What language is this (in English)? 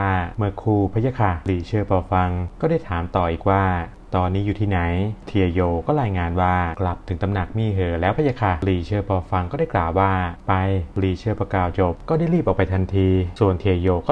Thai